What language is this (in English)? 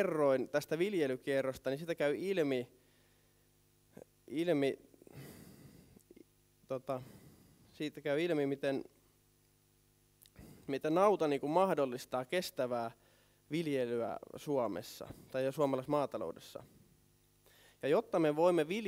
Finnish